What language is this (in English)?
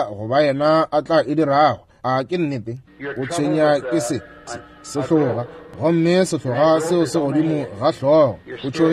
Northern Sotho